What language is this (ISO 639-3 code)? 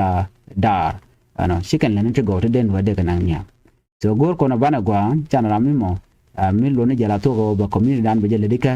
nus